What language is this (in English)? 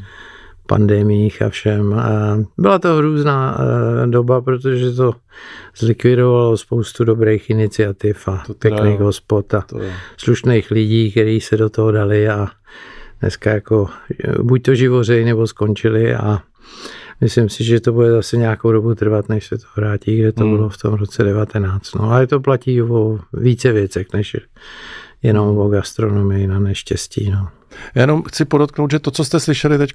Czech